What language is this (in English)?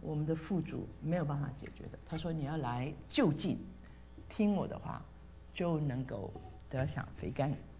Chinese